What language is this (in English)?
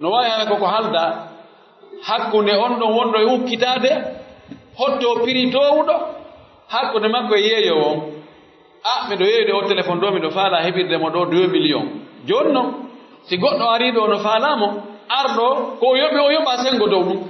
Pular